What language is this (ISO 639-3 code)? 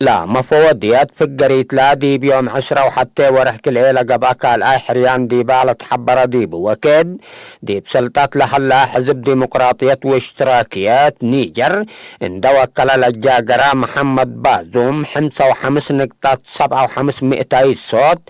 tig